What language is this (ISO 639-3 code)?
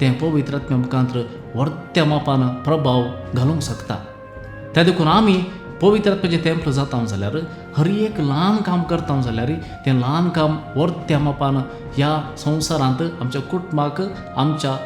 kok